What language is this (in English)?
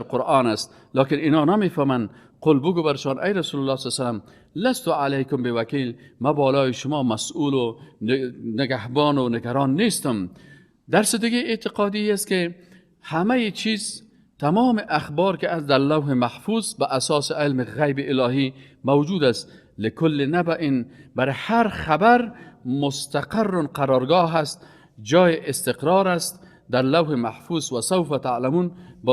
Persian